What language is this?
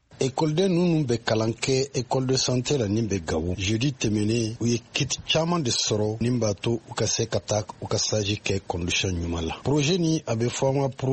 Bambara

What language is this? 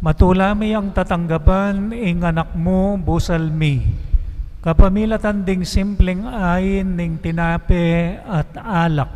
Pampanga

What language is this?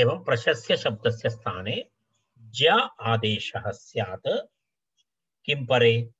Sanskrit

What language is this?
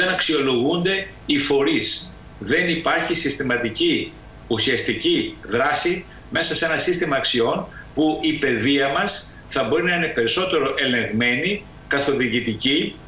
Greek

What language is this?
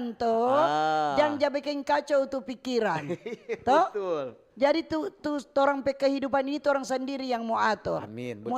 Manado Malay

